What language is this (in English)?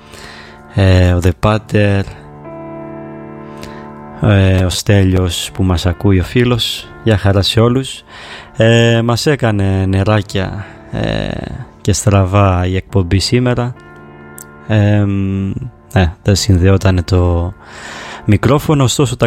Greek